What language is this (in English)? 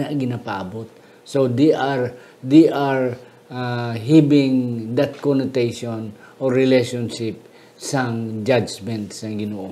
Hiligaynon